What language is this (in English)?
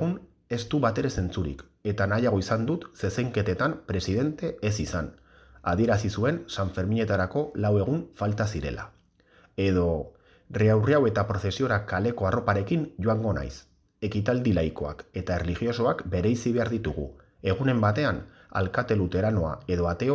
Basque